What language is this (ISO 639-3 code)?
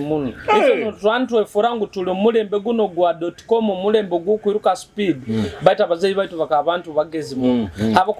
nyo